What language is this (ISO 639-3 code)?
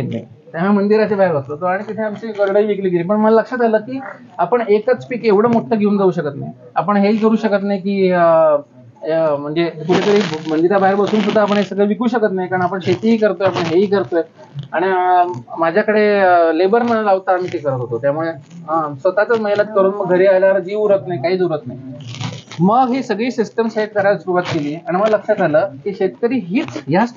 mar